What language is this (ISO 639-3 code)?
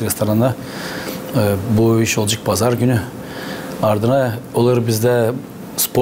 gag